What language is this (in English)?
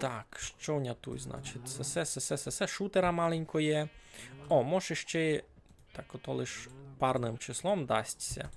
Rusyn